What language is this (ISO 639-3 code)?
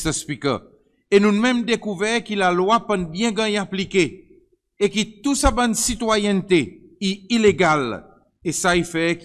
crs